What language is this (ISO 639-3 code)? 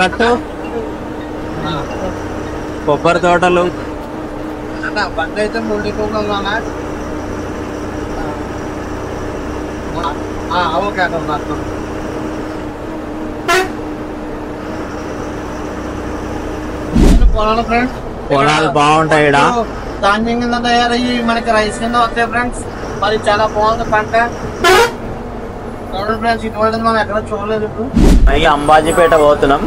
tel